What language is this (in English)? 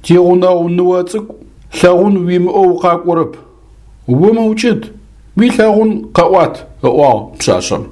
Adyghe